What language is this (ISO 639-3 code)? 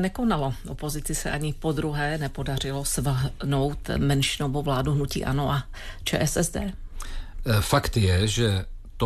ces